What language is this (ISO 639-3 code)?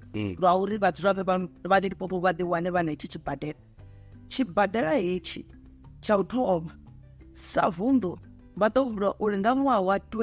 ven